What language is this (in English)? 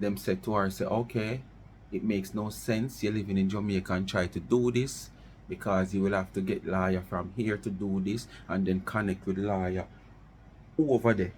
Jamaican Creole English